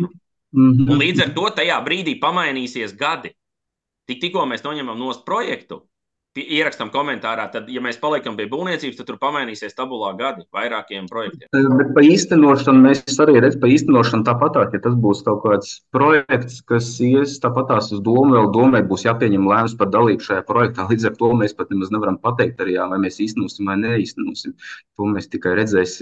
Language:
Latvian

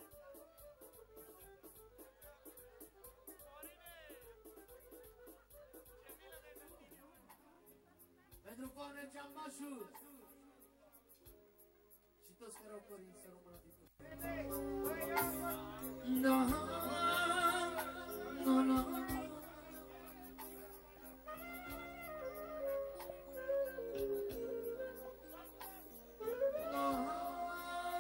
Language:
Romanian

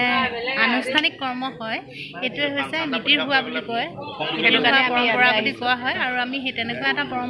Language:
Assamese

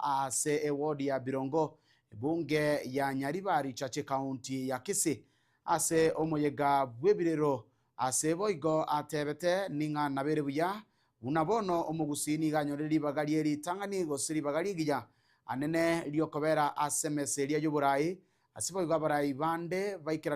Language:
Gusii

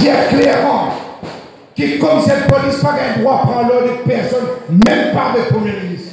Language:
Morisyen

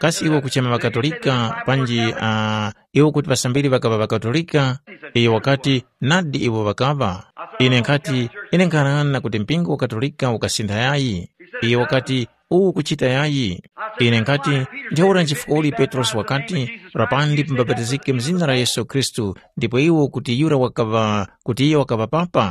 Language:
Tumbuka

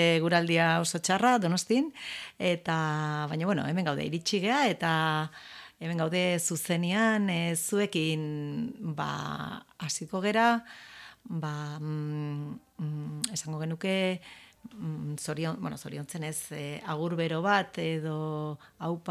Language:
Basque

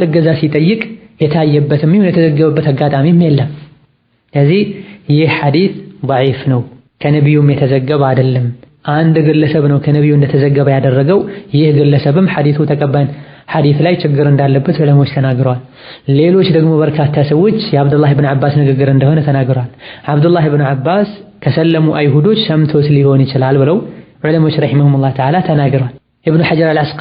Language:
Amharic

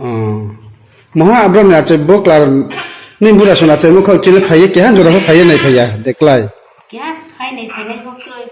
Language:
Riang (India)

